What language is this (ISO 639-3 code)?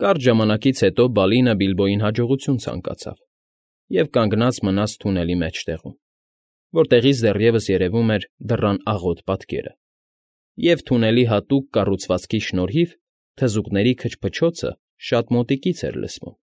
hye